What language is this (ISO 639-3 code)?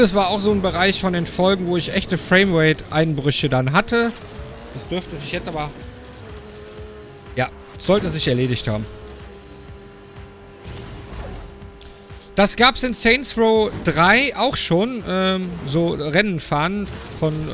deu